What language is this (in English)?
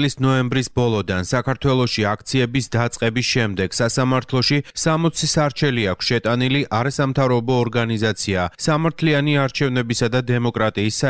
Georgian